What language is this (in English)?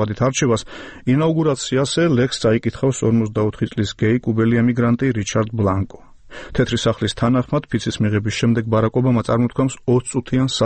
Georgian